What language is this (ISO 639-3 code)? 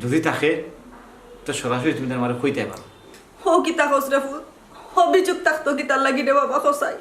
syl